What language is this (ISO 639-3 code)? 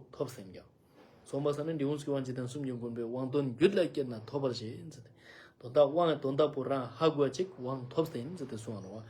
lbj